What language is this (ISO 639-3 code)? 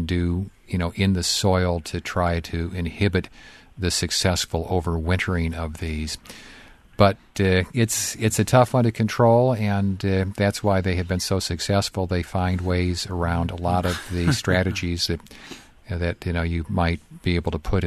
eng